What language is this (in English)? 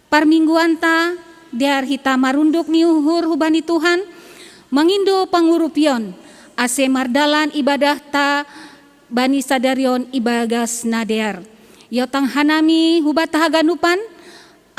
Batak Simalungun